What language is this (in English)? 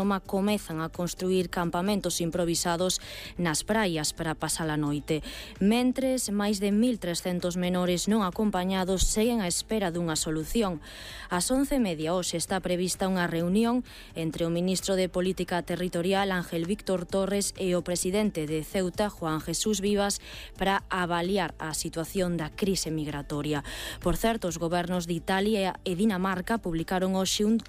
Galician